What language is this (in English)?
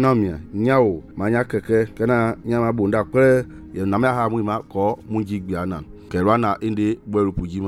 Mende